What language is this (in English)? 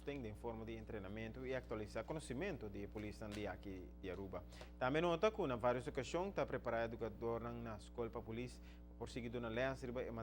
Papiamento